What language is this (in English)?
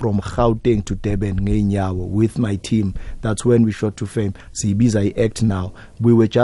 South Ndebele